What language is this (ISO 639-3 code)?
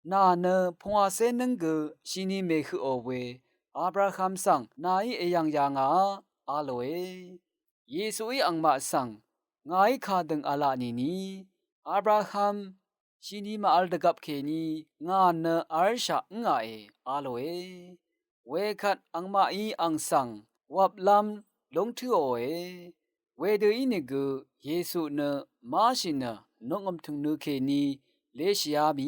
raw